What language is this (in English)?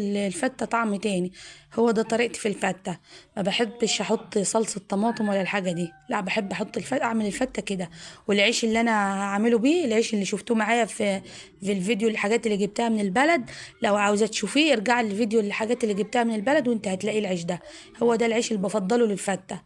Egyptian Arabic